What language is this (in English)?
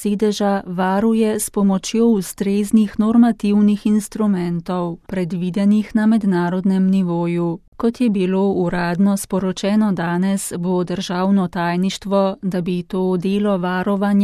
Slovenian